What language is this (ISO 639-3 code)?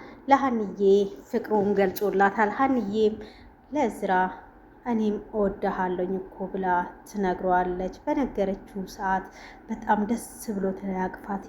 amh